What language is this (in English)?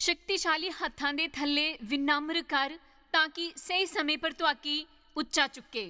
Dogri